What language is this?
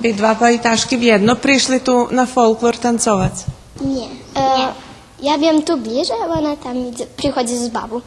Rusyn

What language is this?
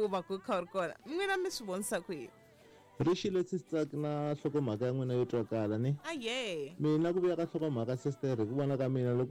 Tsonga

